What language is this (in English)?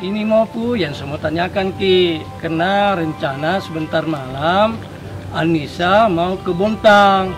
Makassar Malay